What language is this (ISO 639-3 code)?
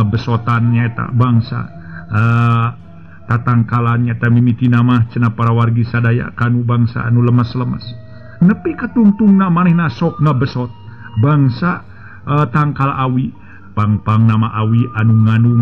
sun